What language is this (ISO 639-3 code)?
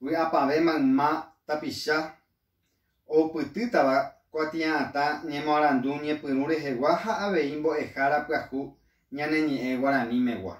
grn